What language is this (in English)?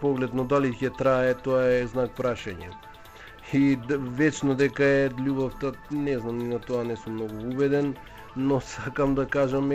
Macedonian